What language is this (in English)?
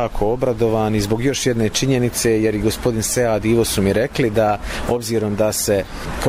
Bosnian